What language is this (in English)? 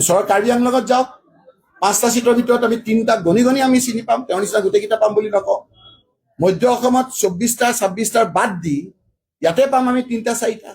Assamese